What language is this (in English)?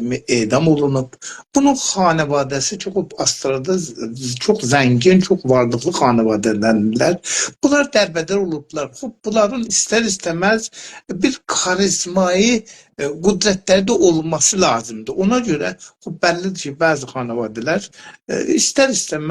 South Azerbaijani